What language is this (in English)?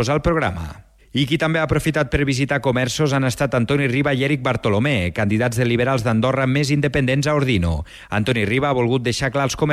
Catalan